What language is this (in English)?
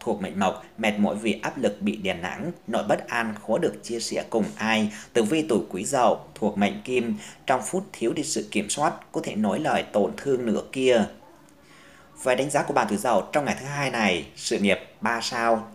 Vietnamese